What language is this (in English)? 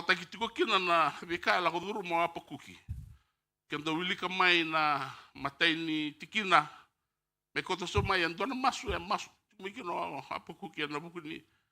Fijian